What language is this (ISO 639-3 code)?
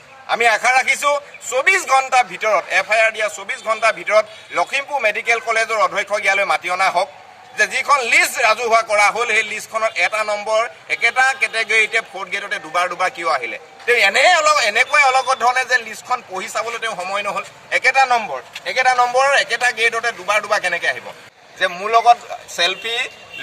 asm